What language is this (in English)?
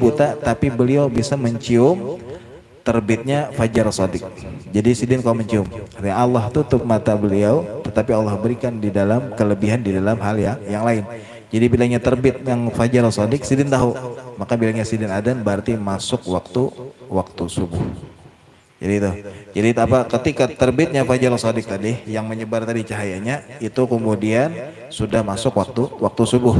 Banjar